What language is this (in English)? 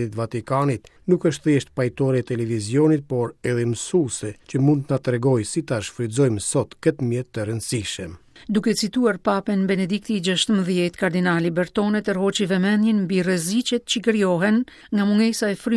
Albanian